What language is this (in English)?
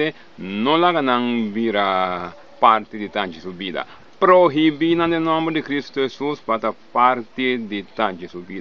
Papiamento